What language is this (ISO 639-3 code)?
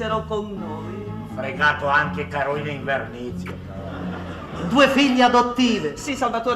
ita